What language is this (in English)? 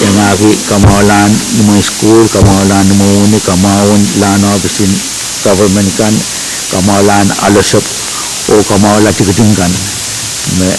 Pohnpeian